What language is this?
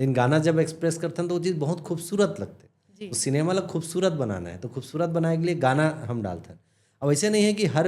Chhattisgarhi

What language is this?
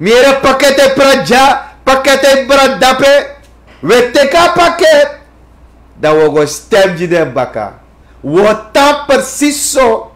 Sranan Tongo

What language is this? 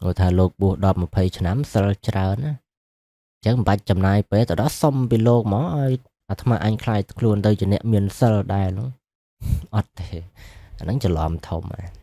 Khmer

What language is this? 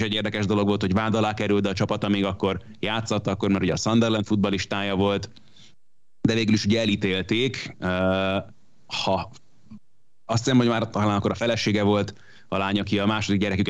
Hungarian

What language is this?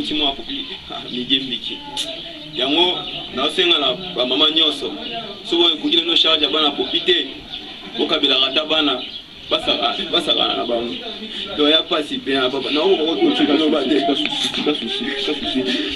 Lingala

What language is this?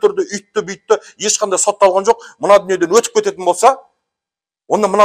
Kazakh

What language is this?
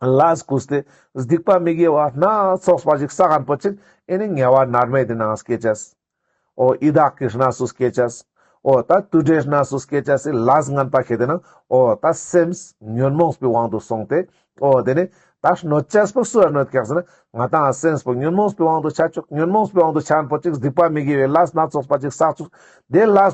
Ladakhi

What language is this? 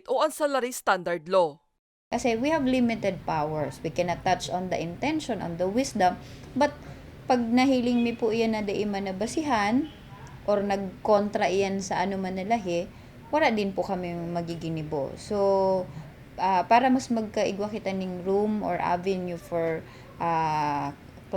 Bikol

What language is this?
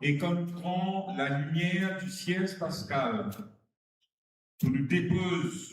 Morisyen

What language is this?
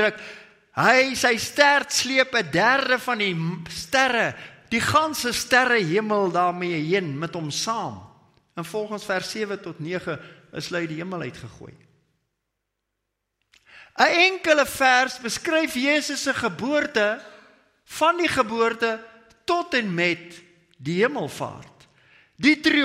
Afrikaans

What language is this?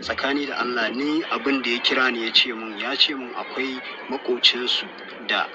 Hausa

